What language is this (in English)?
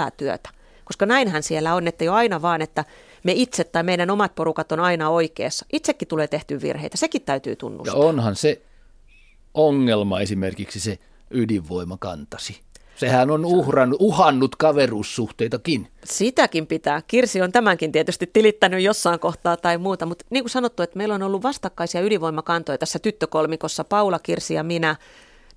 Finnish